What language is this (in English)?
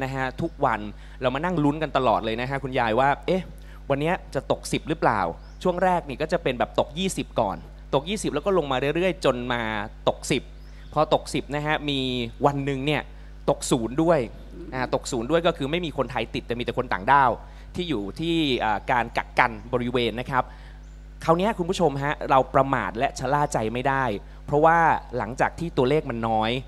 Thai